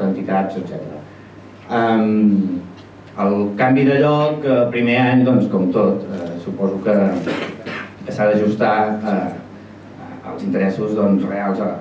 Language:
Catalan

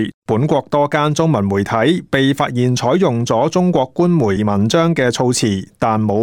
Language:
Cantonese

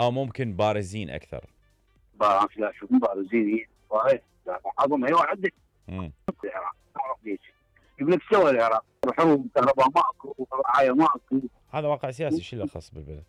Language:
Mesopotamian Arabic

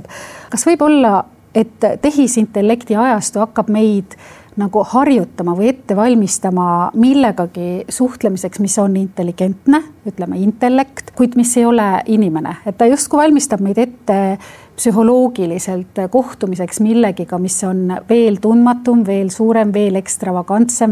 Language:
Estonian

